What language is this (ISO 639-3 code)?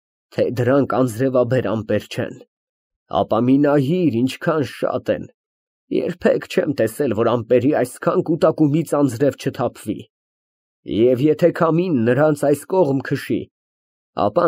hye